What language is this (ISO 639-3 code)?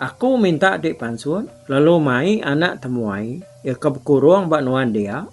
iba